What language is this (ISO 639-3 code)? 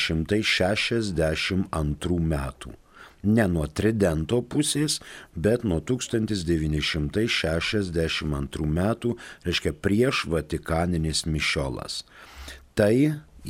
lit